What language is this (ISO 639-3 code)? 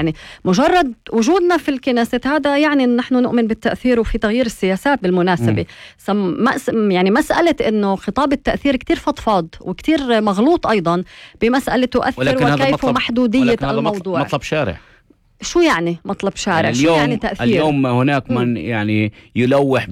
apc